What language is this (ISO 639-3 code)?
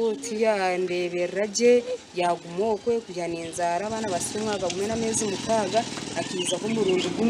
nyn